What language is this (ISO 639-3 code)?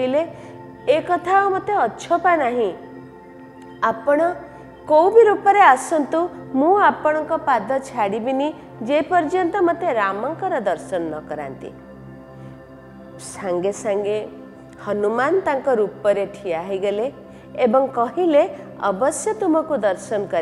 ori